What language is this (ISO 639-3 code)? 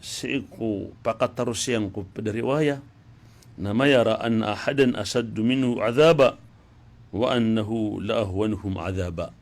mrw